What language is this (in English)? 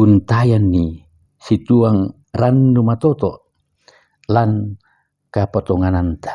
Toraja-Sa'dan